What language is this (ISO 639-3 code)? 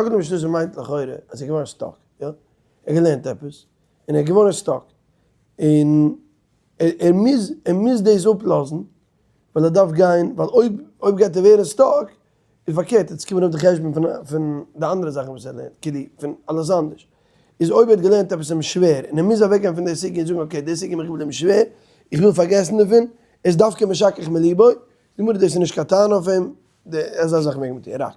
yid